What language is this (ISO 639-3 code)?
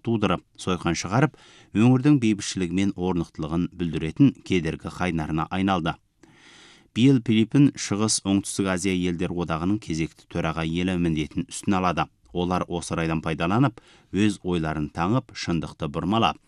kaz